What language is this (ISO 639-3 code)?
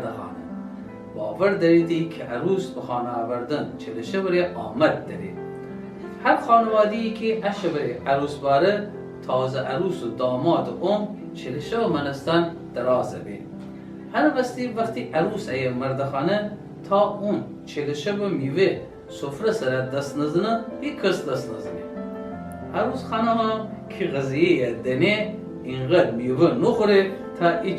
glk